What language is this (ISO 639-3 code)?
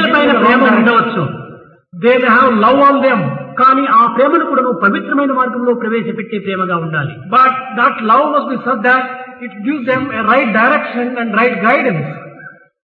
tel